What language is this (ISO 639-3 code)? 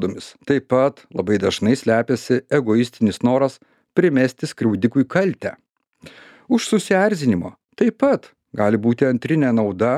lit